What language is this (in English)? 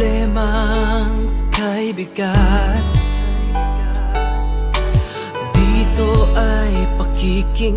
Filipino